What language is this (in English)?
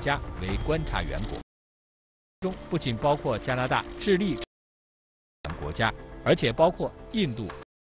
Chinese